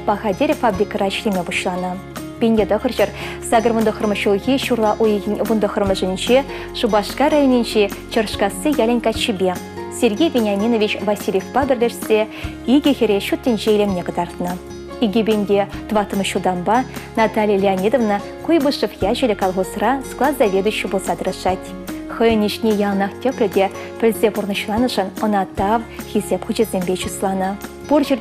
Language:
Chuvash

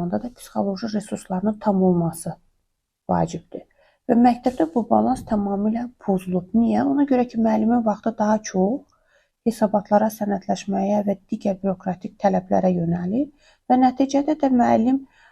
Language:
Azerbaijani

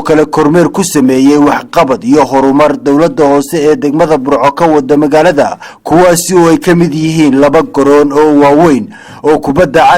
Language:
Somali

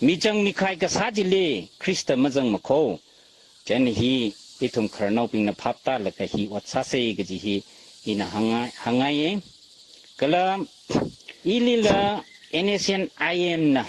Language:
Tangkhul Naga (India)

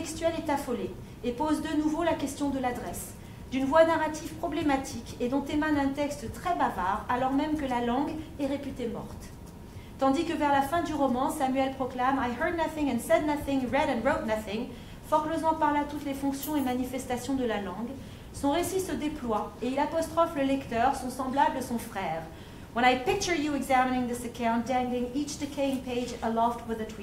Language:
French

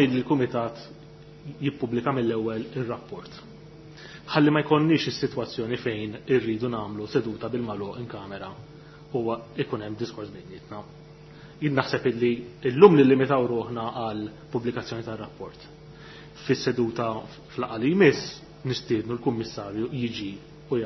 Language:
Maltese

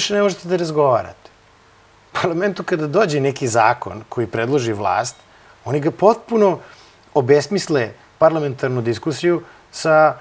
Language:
Serbian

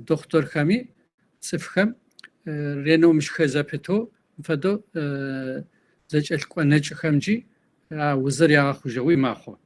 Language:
Kabardian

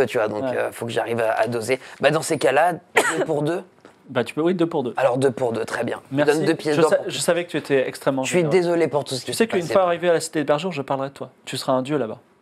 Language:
French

